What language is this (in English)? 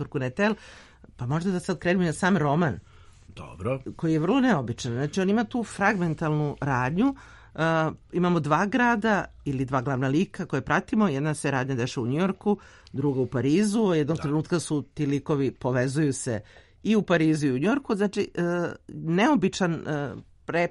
Serbian